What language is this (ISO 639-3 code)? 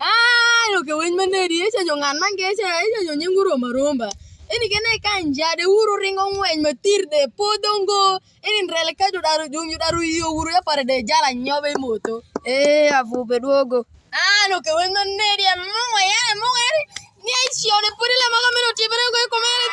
alz